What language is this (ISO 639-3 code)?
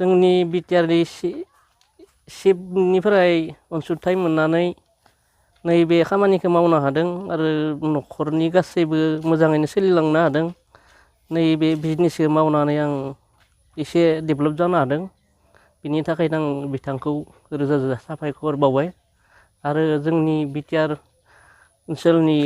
brx